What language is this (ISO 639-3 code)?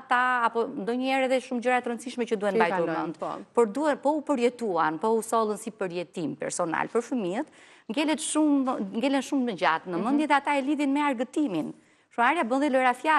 sqi